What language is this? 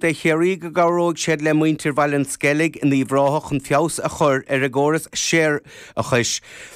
Irish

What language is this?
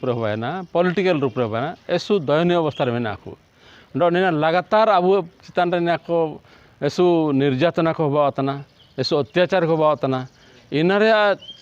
Santali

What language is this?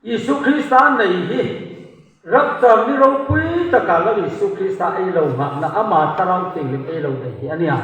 Hmar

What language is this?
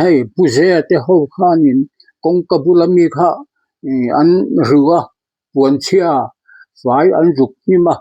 Mizo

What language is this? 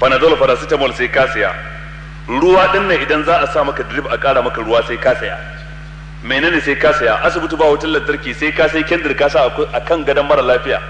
Hausa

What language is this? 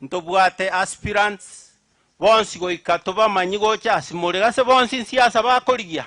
Gusii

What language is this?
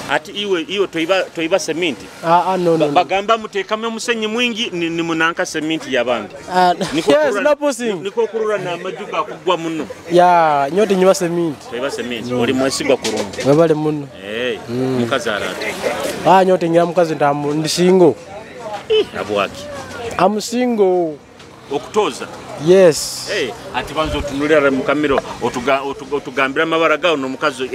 Nyoro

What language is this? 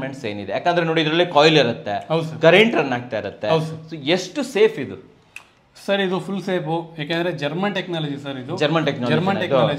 Kannada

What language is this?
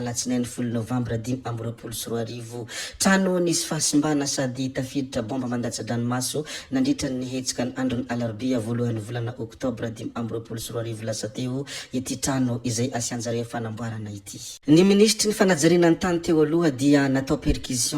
Malagasy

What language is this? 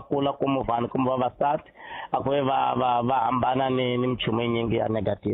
Tsonga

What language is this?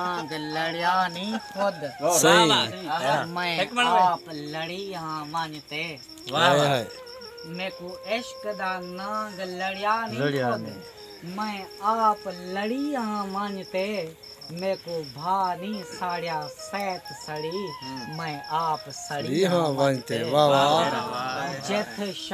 Saraiki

